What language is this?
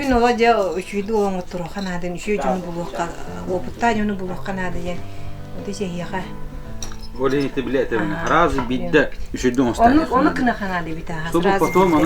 Yakut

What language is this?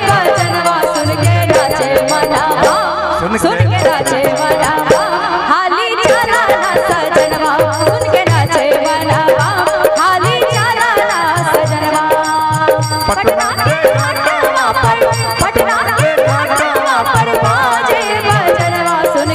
Bhojpuri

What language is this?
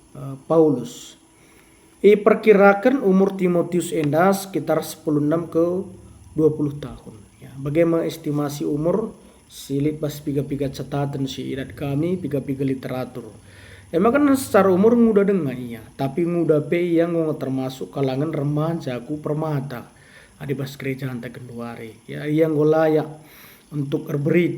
Batak Karo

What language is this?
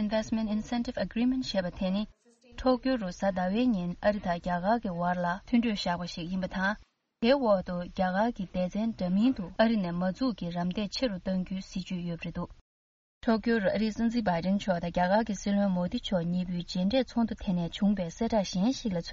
Tibetan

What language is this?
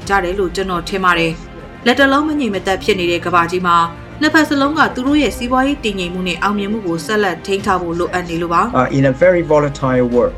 Burmese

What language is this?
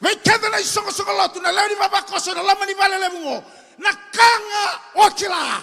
Fijian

